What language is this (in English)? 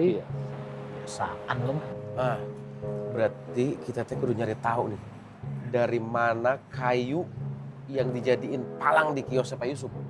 Betawi